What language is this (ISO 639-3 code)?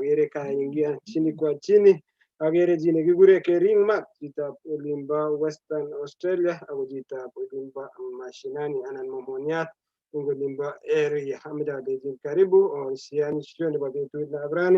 kln